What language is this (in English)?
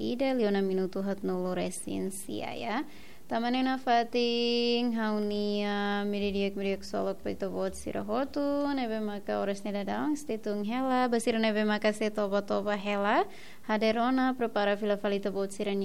Tetum